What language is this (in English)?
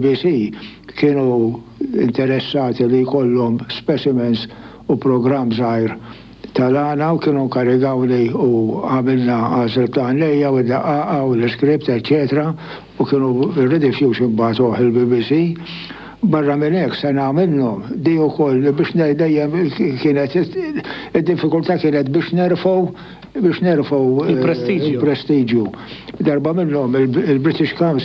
Maltese